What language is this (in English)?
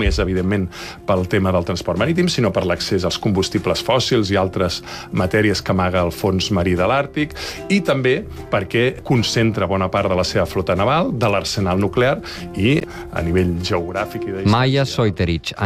Catalan